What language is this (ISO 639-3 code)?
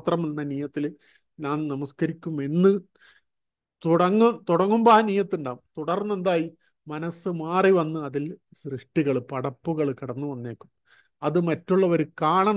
mal